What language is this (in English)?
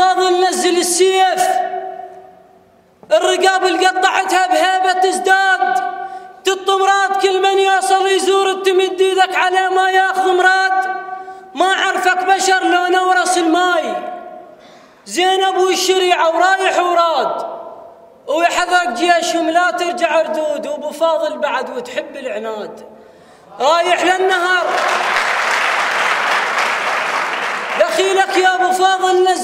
Mesopotamian Arabic